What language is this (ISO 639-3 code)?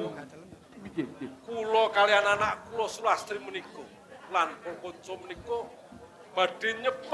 jav